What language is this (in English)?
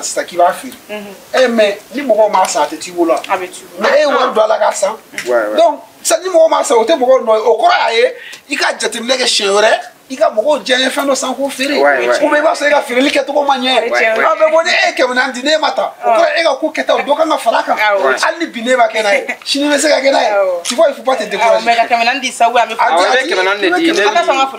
Bambara